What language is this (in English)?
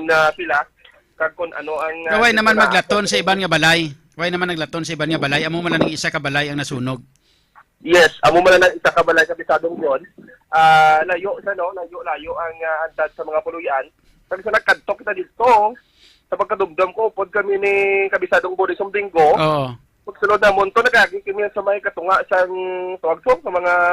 Hiligaynon